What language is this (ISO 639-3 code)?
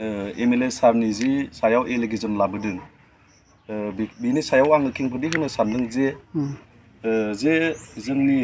brx